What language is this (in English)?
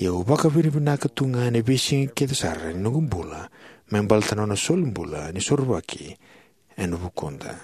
Fijian